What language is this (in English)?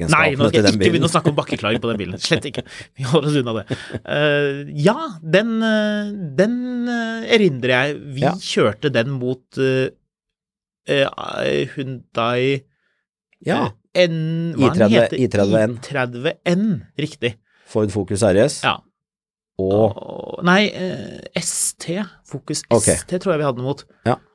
Norwegian